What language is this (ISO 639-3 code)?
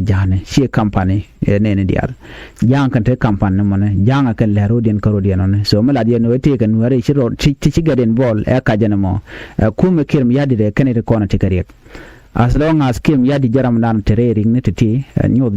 nus